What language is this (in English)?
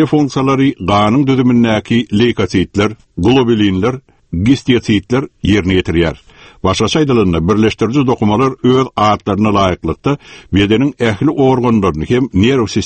Turkmen